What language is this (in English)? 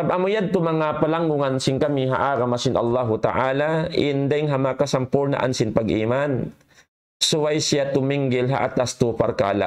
Tausug